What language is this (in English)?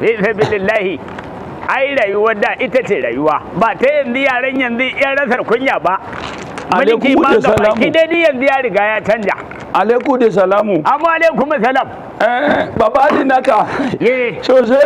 Hausa